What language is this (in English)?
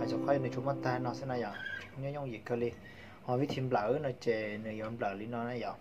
Hmong